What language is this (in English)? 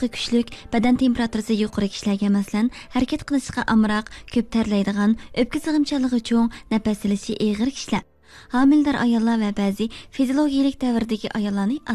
Uyghur